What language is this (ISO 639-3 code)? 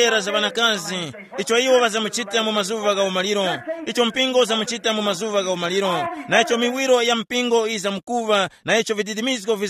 tum